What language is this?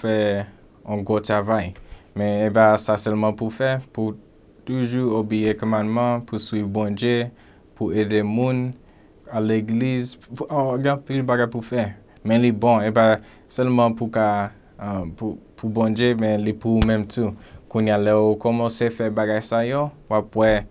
Haitian Creole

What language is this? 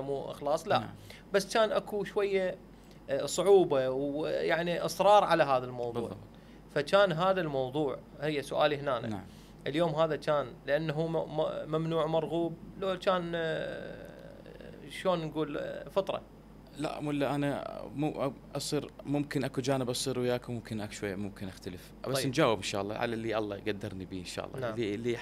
Mesopotamian Arabic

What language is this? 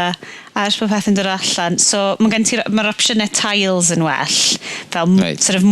Welsh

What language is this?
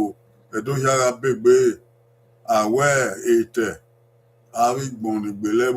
Bini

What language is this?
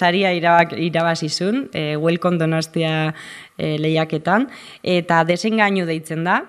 Basque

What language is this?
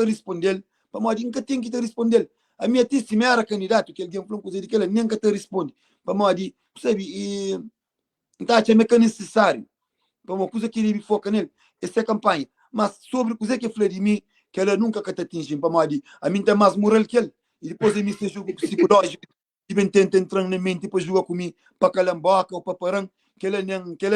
Kabuverdianu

